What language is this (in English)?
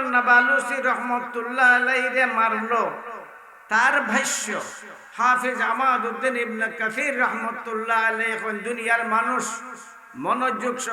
Sylheti